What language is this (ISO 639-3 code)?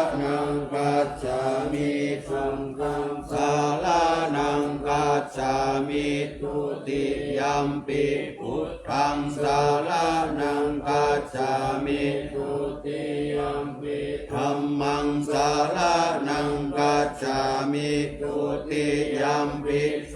pli